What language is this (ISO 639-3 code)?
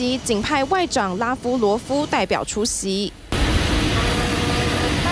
zho